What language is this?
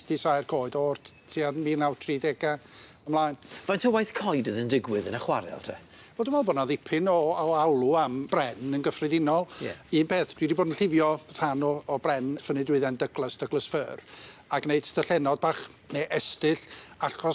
Welsh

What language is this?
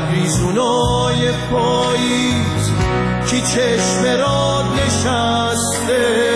Persian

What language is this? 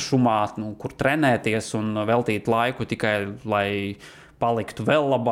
Latvian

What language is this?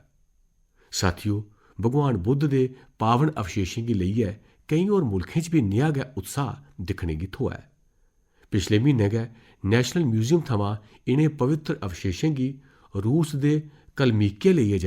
Dogri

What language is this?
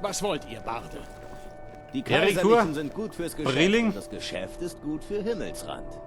Bavarian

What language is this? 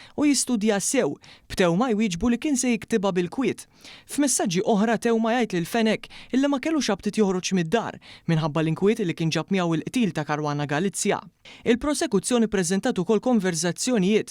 Maltese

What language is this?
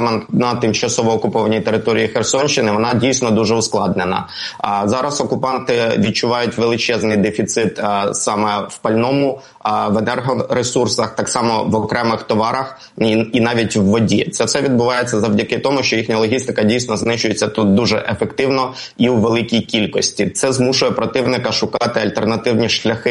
Ukrainian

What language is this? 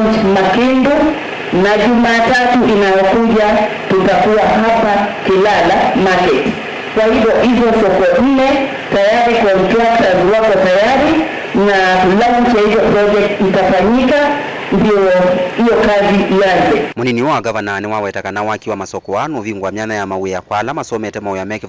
Kamba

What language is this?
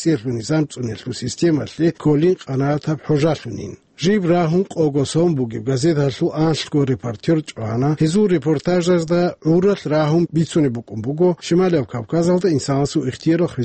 Avaric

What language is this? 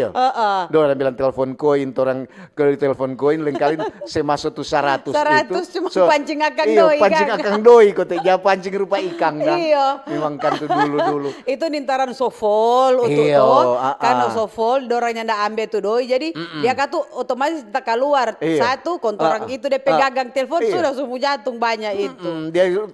Manado Malay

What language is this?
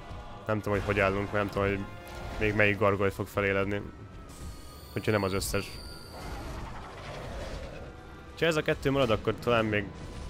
Hungarian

